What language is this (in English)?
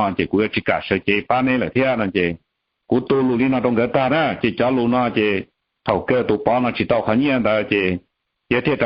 Hmong